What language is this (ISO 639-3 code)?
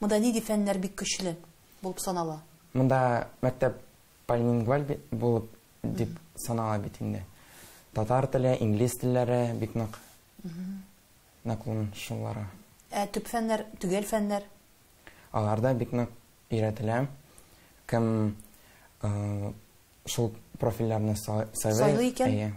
tat